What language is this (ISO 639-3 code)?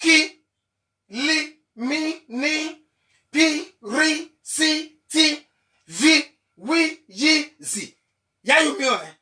bin